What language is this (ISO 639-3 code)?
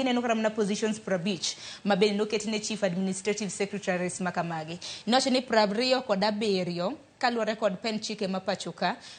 luo